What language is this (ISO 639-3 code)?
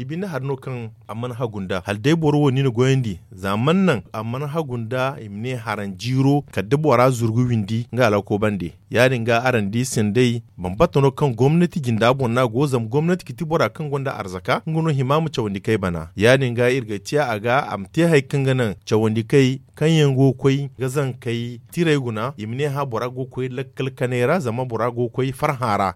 dje